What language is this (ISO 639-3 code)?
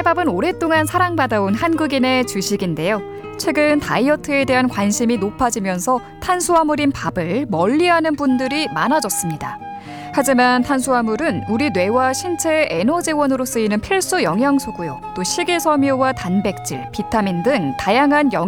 kor